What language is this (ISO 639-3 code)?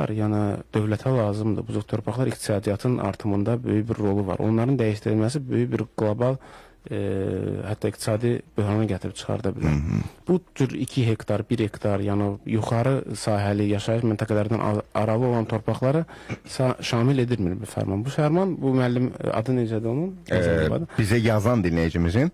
aze